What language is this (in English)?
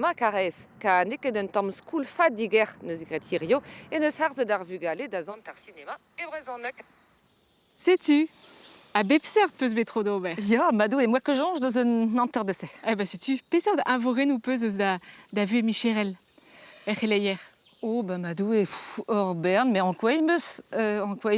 Breton